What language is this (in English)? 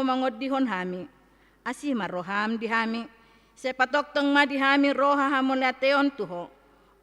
Batak Toba